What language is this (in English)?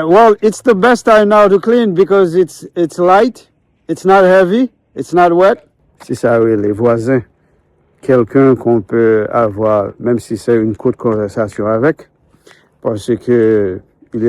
Haitian Creole